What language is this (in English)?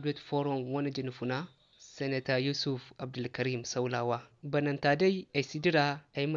Zarma